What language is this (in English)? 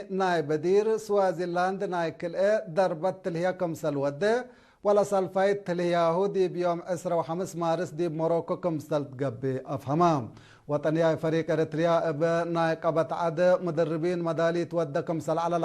Tigre